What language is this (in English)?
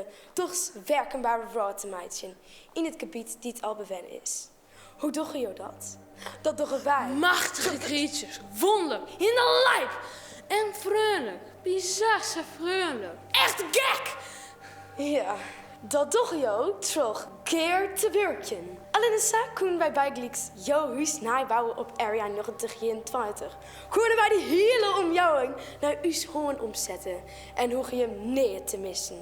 Western Frisian